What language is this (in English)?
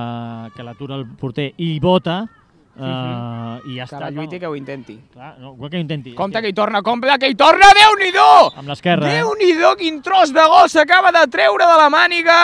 Catalan